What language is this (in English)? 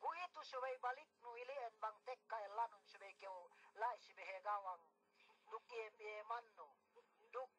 Yakan